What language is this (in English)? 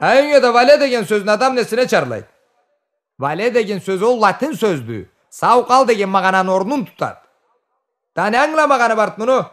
Karachay-Balkar